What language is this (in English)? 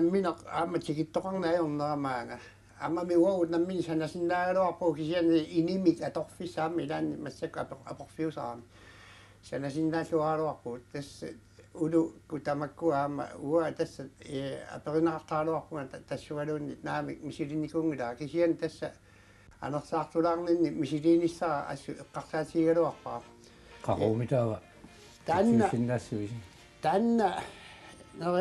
Kalaallisut